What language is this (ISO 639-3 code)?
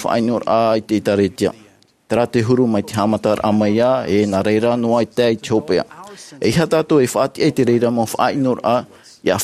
tah